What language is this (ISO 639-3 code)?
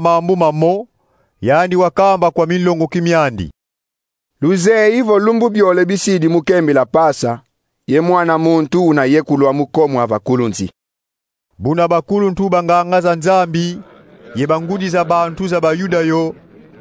kon